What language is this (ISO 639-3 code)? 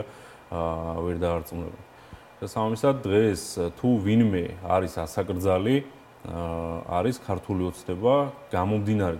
kat